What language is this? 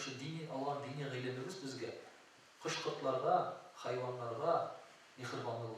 Tatar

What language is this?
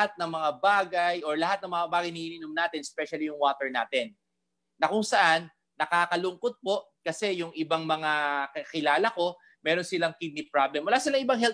Filipino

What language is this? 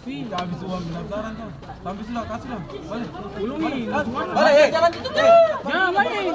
Ambonese Malay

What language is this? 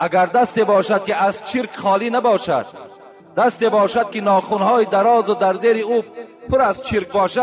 Tajik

